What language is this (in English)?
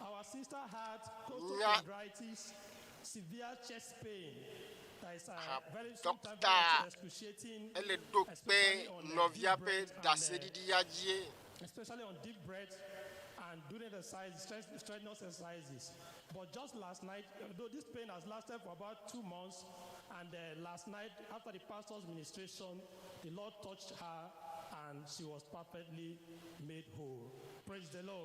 Ewe